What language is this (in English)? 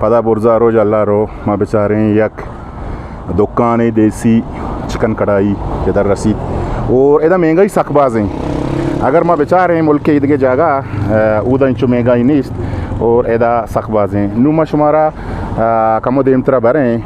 Eastern Balochi